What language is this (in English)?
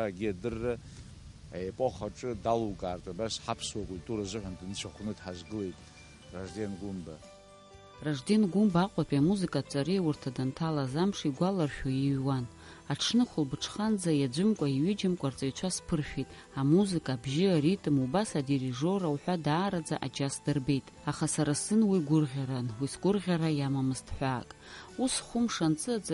Abkhazian